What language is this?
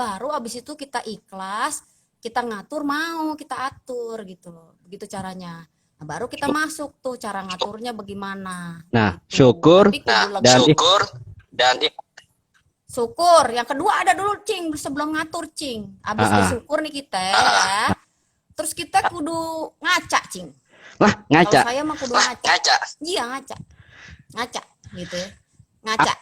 Betawi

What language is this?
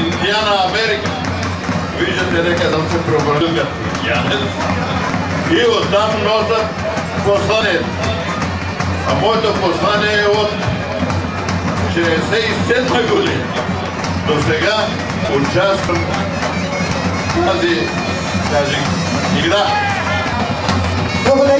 Bulgarian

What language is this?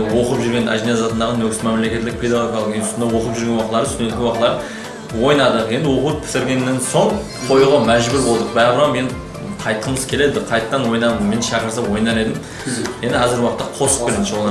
Kara-Kalpak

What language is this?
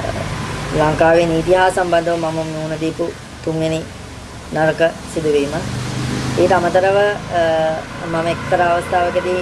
Sinhala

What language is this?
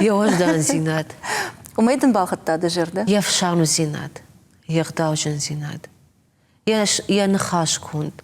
Ossetic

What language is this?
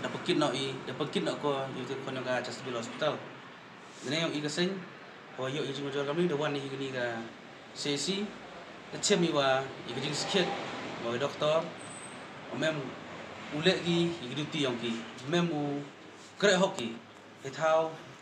Pnar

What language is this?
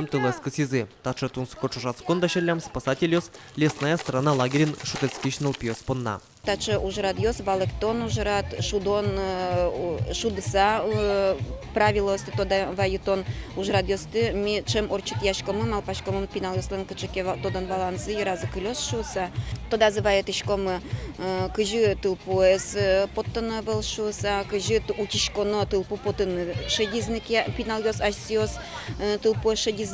Udmurt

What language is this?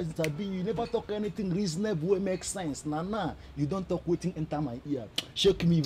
Nigerian Pidgin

